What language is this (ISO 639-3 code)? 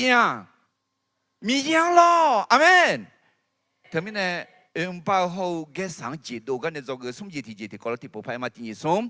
ahk